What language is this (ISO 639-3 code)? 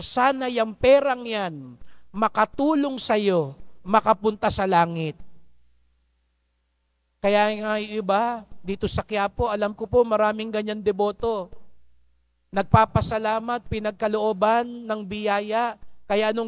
fil